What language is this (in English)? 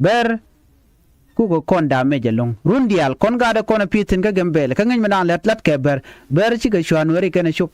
Nuer